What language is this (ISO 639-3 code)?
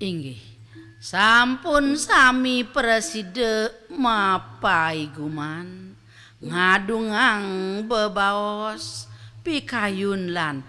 ban